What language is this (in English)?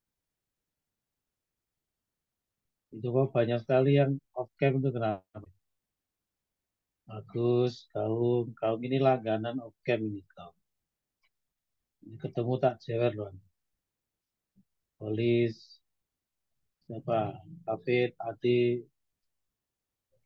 Indonesian